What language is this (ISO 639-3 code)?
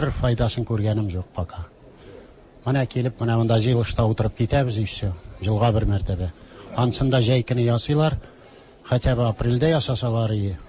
tat